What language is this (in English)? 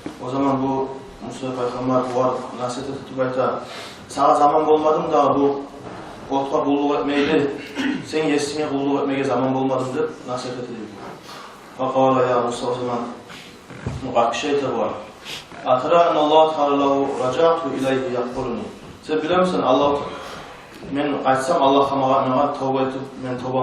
Kumyk